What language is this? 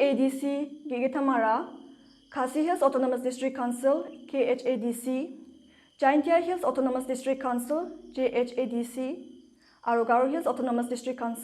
Garo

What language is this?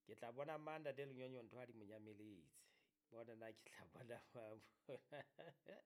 Southern Sotho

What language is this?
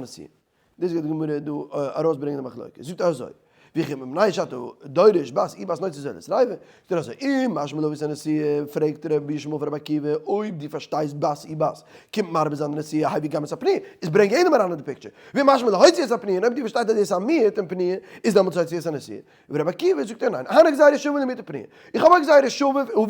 Yiddish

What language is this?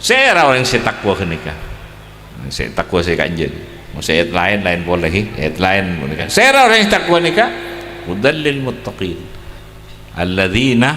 Madurese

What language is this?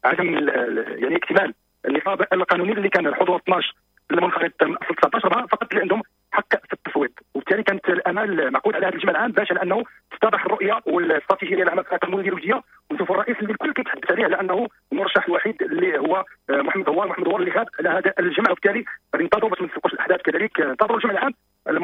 Moroccan Arabic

